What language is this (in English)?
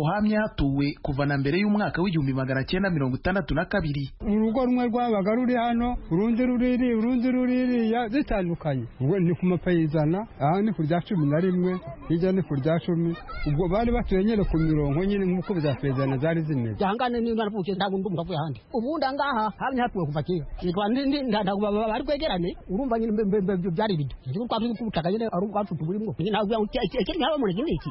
Kinyarwanda